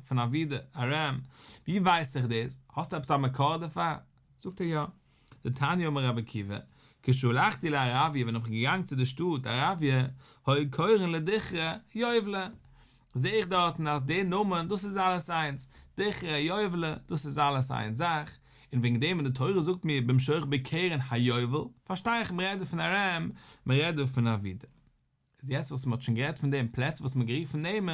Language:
Yiddish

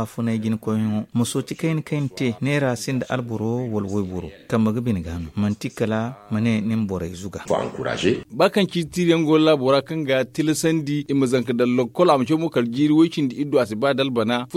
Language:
Zarma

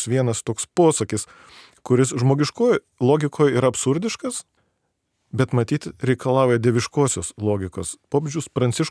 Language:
Lithuanian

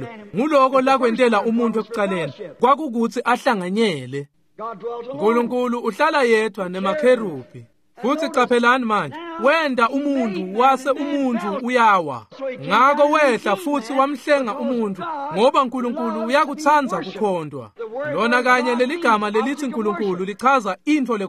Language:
Swati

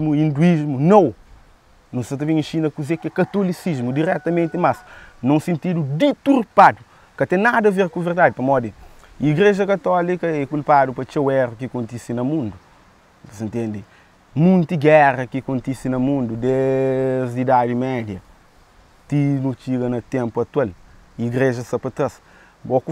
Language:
Kabuverdianu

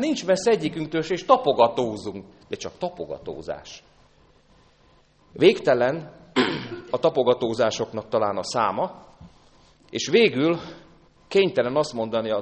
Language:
Hungarian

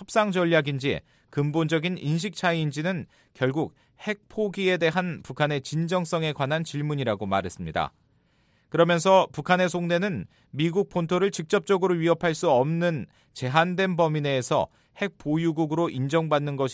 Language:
Korean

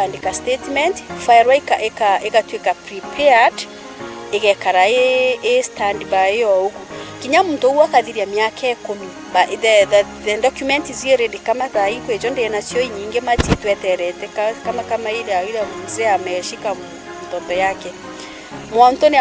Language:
Meru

